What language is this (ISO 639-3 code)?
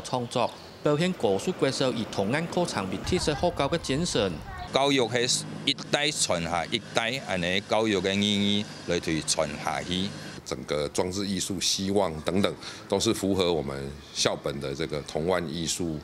hak